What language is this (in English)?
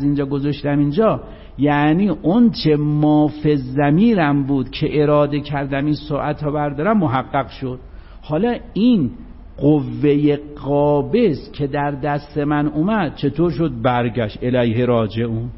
Persian